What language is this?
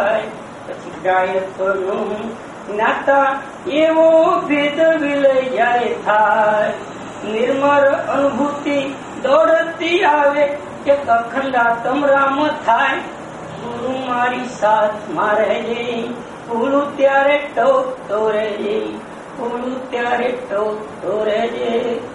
Gujarati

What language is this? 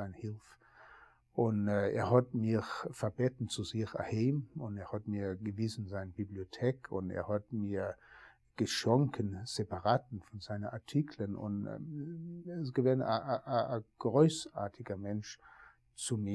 Yiddish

